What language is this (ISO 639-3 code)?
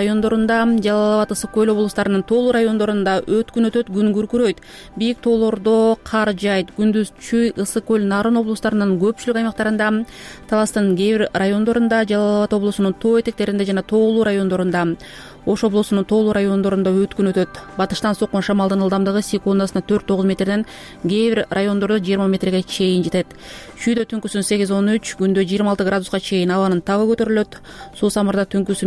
kir